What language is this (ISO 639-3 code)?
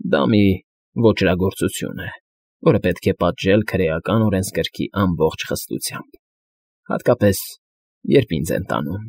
hye